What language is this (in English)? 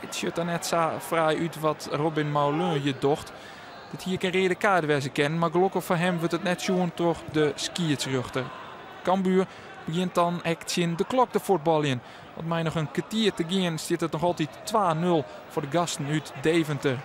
Western Frisian